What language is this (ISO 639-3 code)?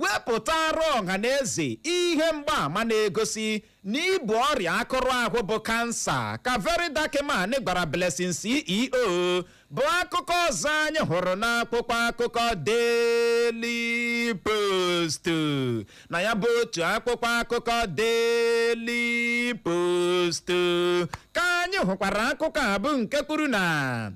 ibo